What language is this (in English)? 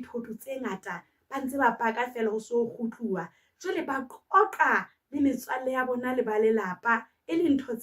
Southern Sotho